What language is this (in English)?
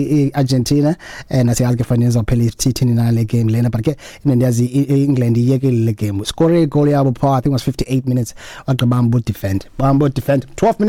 Xhosa